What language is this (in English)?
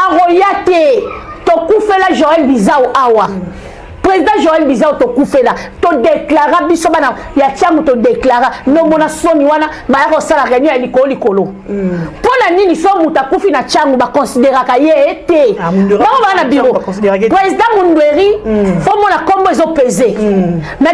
Lingala